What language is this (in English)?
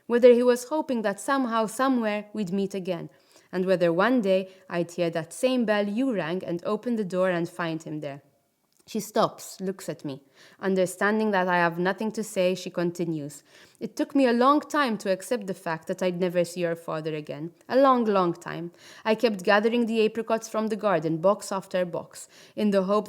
English